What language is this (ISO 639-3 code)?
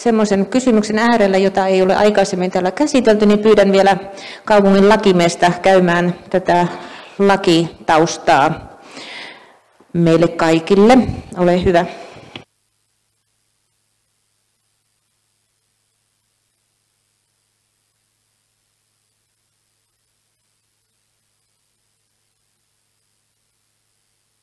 fin